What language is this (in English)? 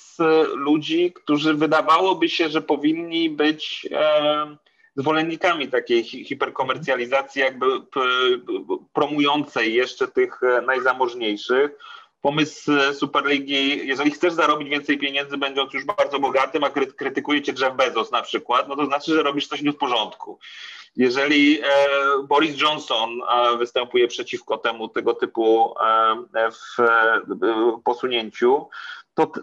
Polish